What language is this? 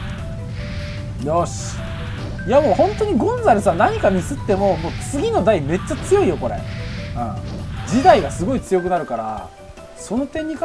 Japanese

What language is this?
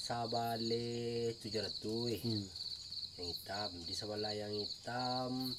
Minangkabau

